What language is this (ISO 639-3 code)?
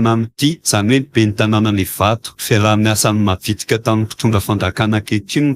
mlg